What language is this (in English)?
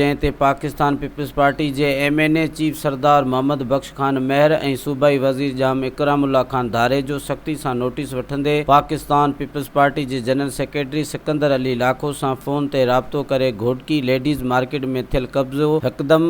Sindhi